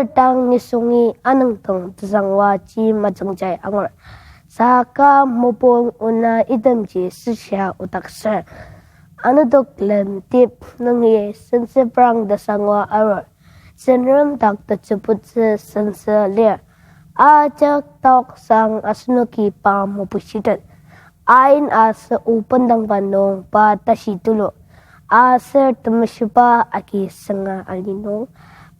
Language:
Ao Naga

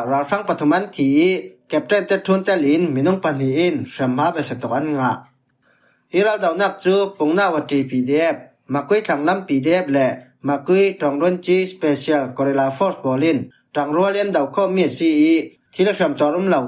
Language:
Falam Chin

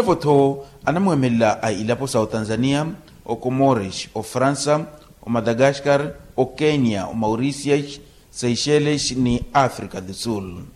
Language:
Makhuwa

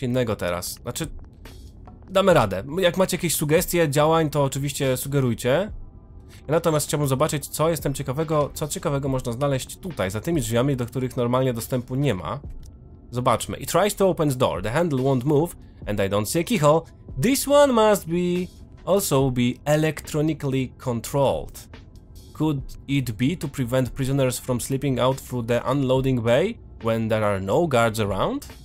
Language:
Polish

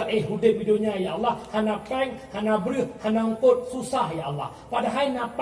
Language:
Achinese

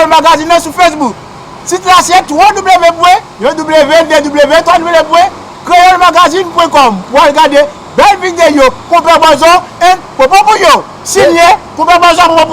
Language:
Haitian Creole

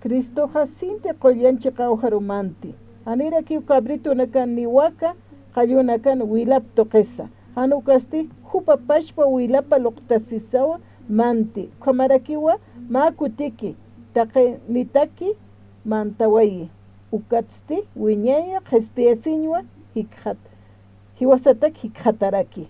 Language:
Aymara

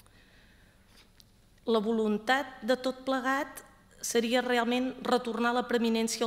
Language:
Catalan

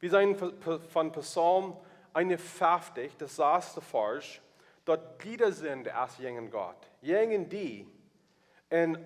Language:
Plautdietsch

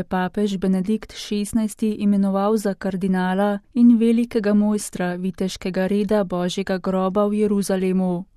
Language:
Slovenian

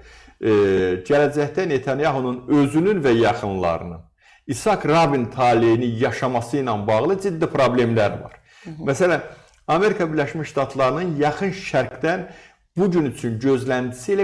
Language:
Azerbaijani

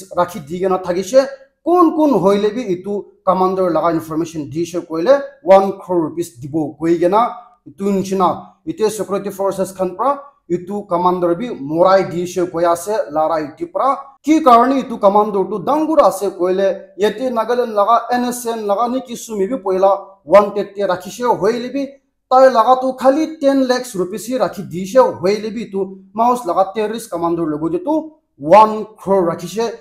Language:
Naga Pidgin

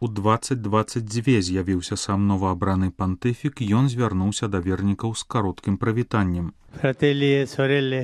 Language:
Belarusian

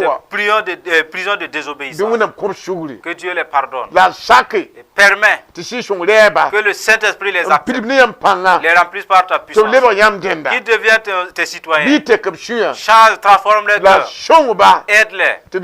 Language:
Mossi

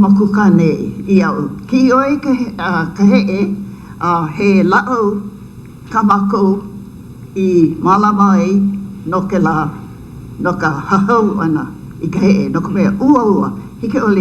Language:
Hawaiian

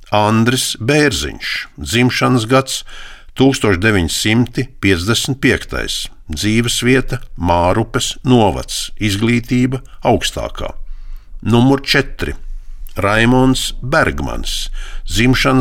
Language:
Latvian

